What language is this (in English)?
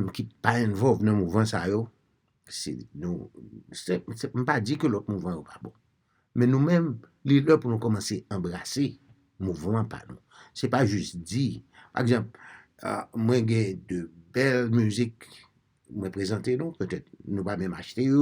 Haitian Creole